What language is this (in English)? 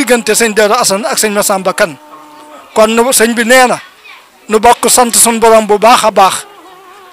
Wolof